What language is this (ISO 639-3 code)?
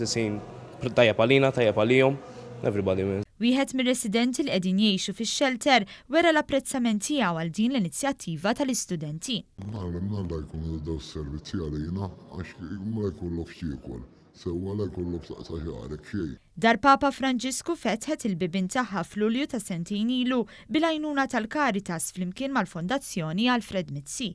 mlt